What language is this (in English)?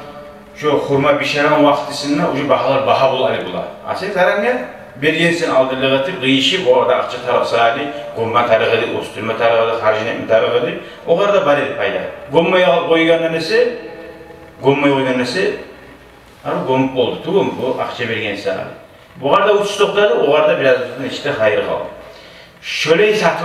Kumyk